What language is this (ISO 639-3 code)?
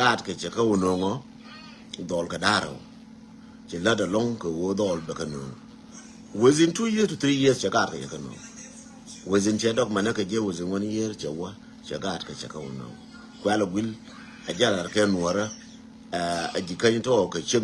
nus